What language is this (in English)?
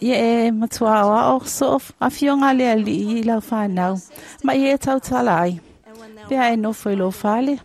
Samoan